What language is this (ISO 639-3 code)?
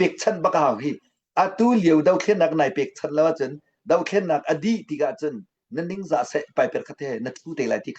cnh